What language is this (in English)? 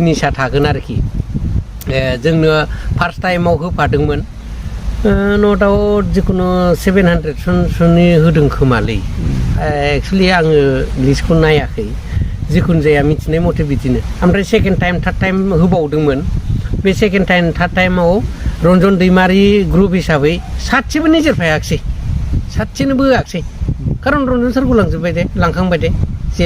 Bodo